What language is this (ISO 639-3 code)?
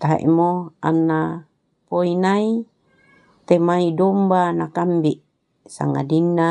sda